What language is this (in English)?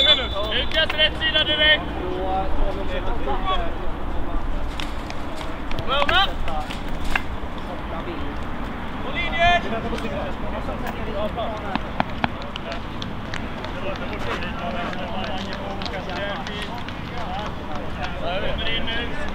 Swedish